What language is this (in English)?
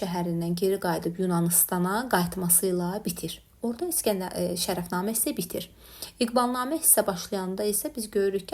Azerbaijani